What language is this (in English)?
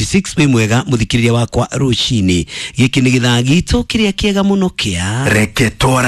Kikuyu